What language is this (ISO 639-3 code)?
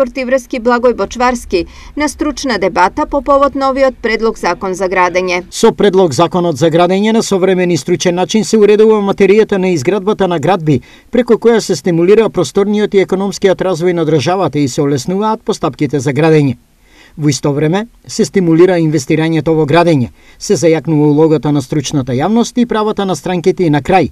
mkd